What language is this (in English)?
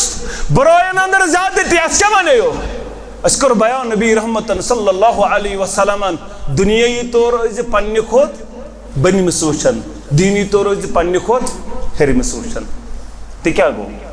Kashmiri